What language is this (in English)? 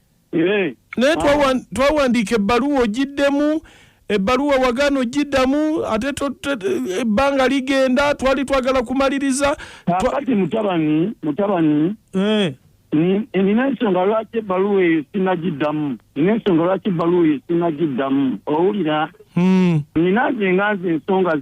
Ganda